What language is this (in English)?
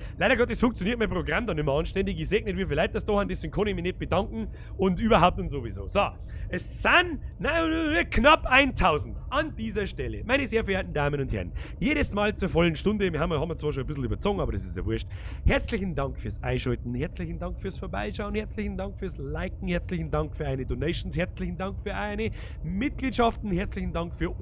Bavarian